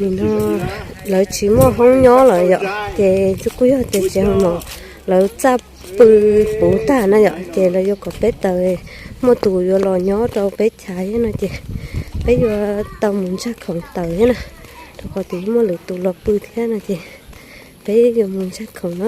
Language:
Hmong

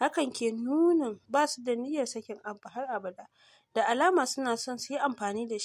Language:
Hausa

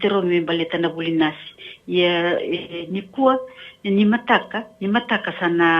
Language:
Fijian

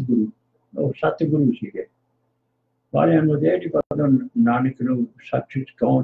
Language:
Punjabi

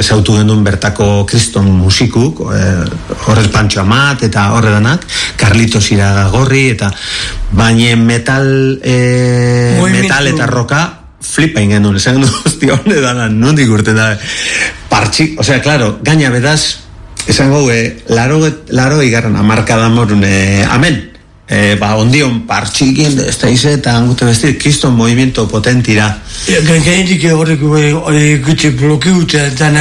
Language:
Basque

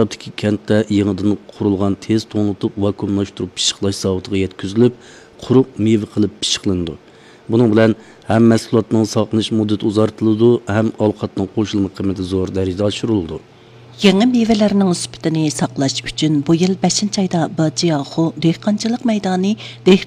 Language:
Uyghur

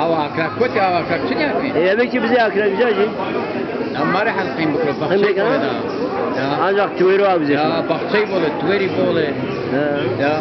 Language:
Zaza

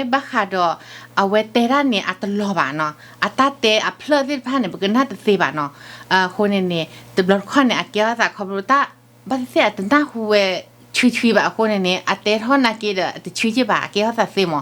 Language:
S'gaw Karen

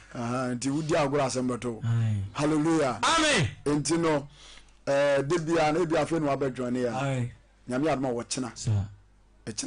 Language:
Akan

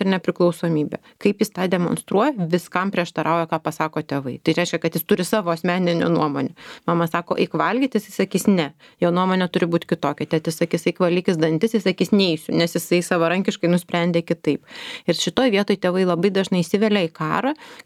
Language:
Lithuanian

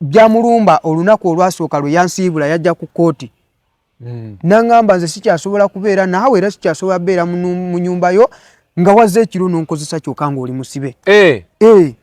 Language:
Ganda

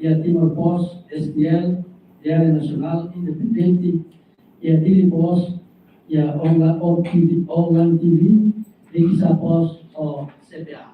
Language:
Tetum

